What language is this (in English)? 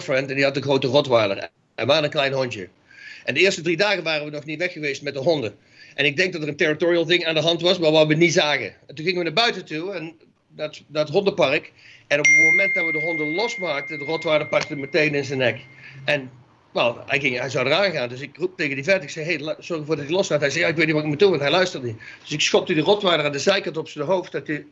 Dutch